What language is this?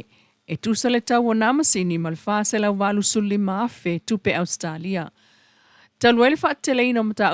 Samoan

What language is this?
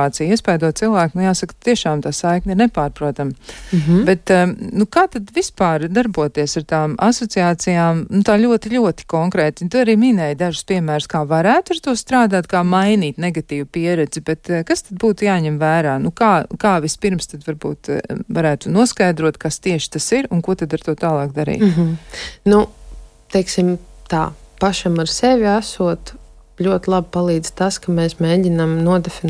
Latvian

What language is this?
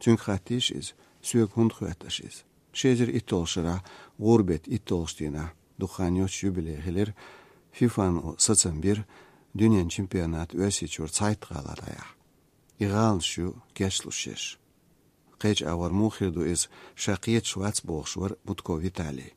Chechen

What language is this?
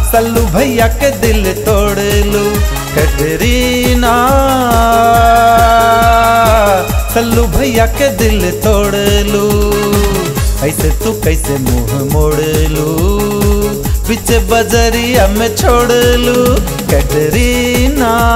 Bhojpuri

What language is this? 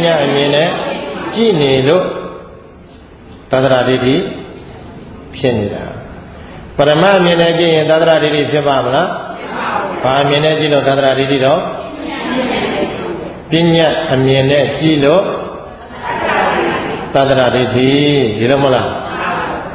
Burmese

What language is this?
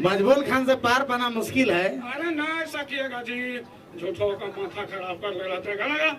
Sadri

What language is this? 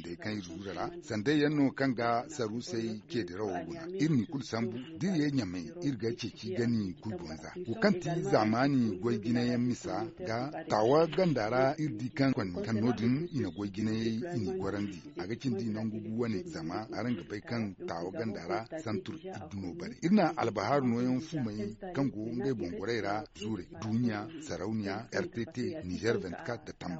Zarma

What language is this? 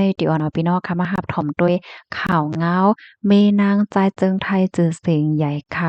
Shan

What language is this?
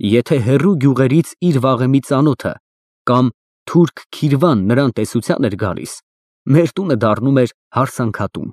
Armenian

